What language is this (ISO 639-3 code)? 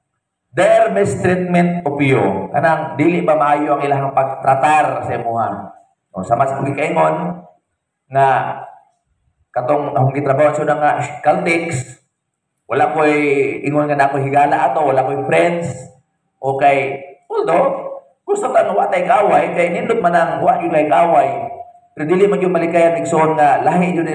ceb